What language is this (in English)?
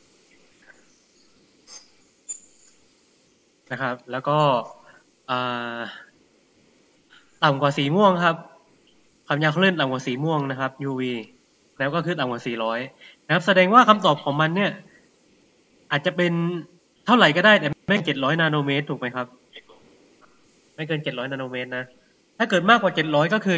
Thai